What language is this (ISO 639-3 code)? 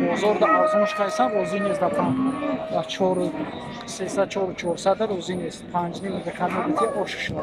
tgk